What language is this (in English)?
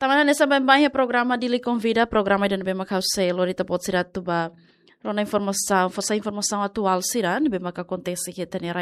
Tetum